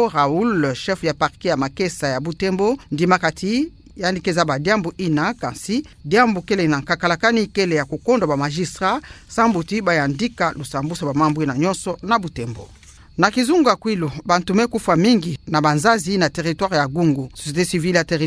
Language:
Kituba (Democratic Republic of Congo)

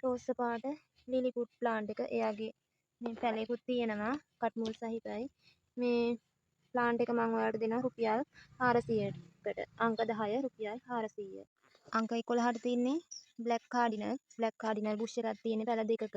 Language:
Sinhala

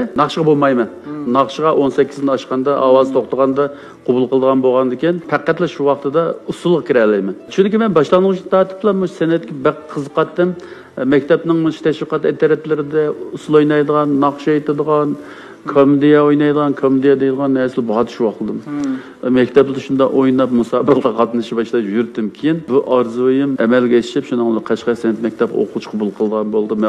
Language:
Uyghur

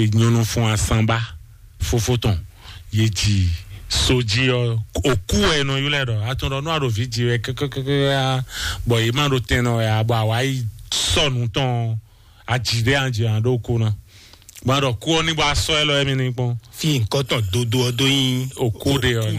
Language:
Fon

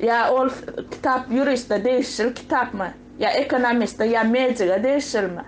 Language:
Turkmen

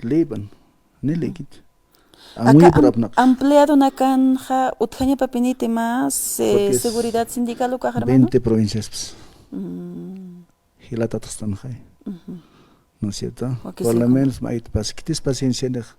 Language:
Aymara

